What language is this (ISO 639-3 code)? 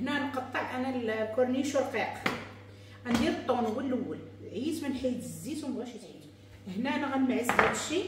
ary